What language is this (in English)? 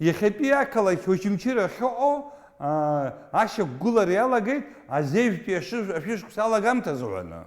Abkhazian